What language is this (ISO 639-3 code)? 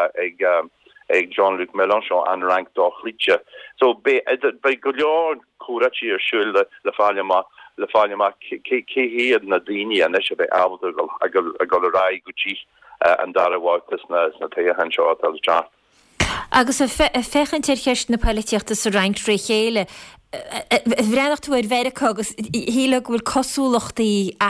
gle